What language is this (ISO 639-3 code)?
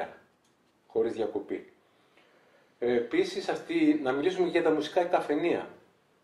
ell